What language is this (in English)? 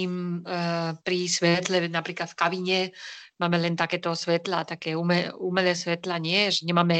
Slovak